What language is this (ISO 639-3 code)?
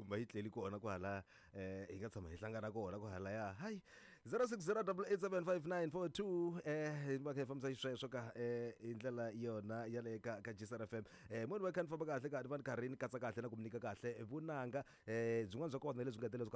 tso